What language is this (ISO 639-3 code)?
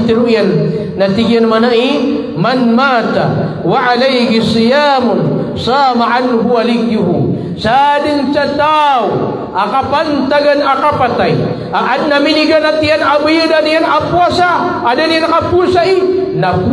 mrw